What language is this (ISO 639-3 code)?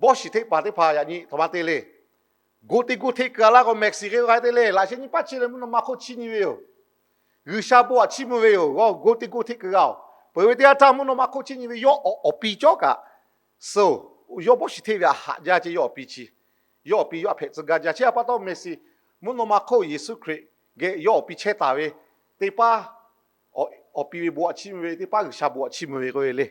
lhu